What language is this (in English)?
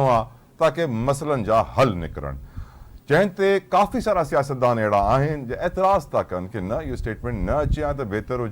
Sindhi